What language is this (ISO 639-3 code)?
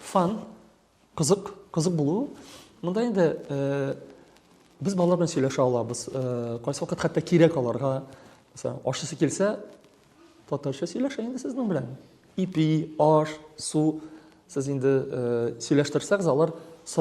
tat